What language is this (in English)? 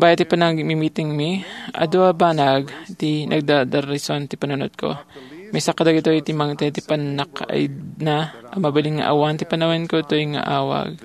Iloko